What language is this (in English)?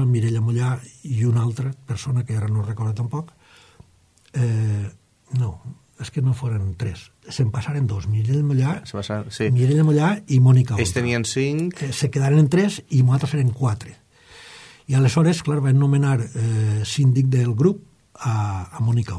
Catalan